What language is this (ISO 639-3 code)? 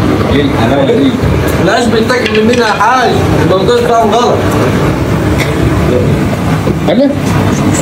arz